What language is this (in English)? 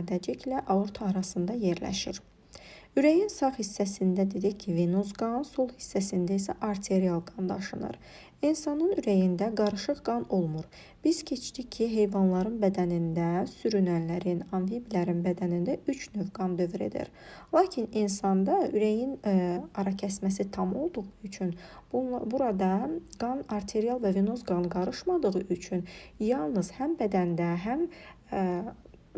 Azerbaijani